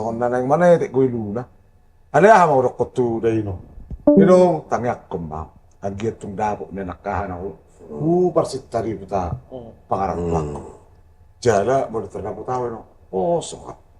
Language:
Batak Toba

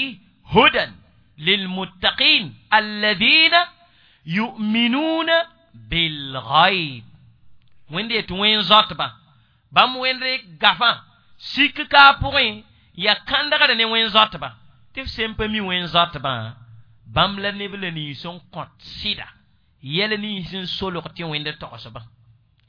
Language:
Mossi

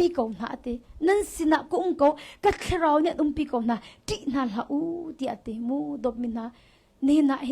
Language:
Hakha Chin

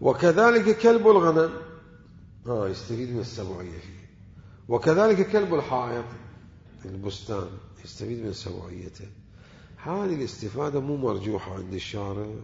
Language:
Mesopotamian Arabic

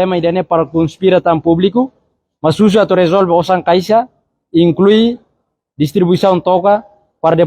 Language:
Tetum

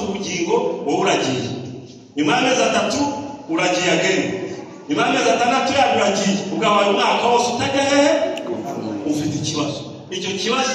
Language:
Kinyarwanda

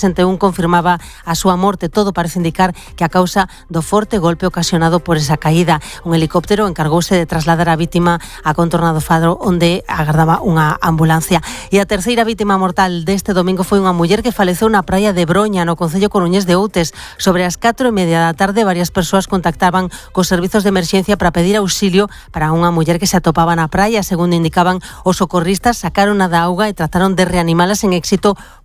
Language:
Galician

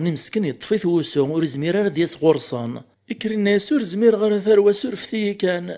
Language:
Kabyle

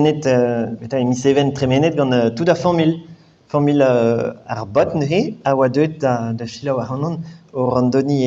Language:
Breton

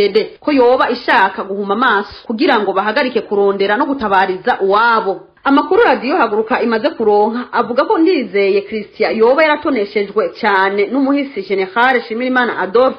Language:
Rundi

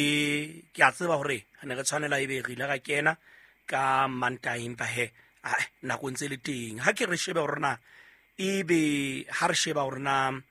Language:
Southern Sotho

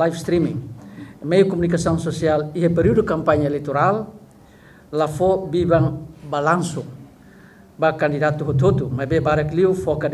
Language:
Tetum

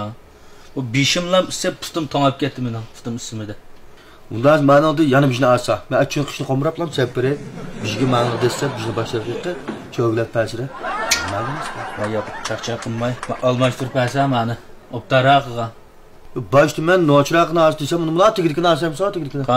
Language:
Uyghur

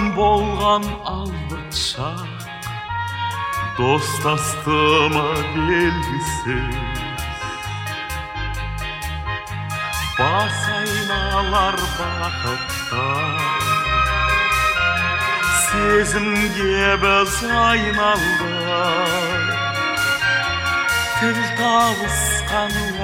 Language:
Kazakh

